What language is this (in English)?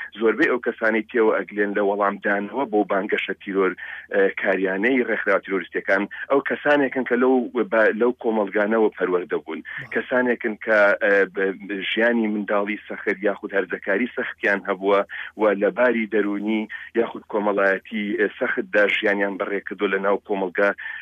Central Kurdish